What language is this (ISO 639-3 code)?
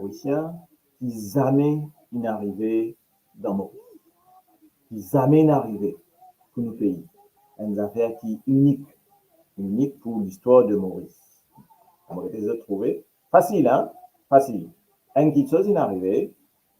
mfe